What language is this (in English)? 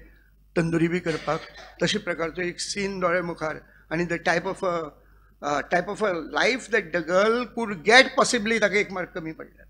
Konkani